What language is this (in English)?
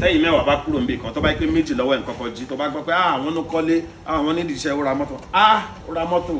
Yoruba